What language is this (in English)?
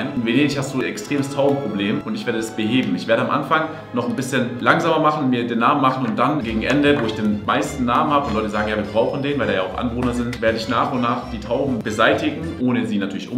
German